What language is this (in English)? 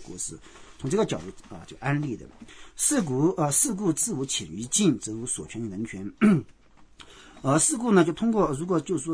Chinese